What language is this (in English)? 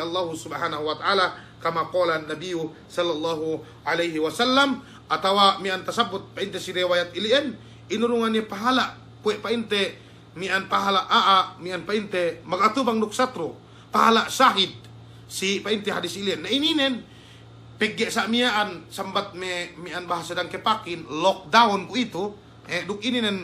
Yakan